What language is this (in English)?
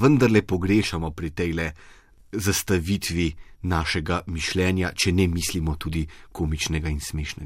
Slovenian